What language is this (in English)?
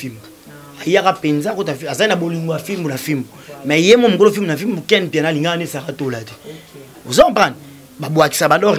Lingala